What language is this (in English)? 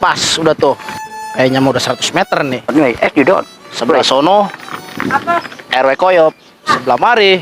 Betawi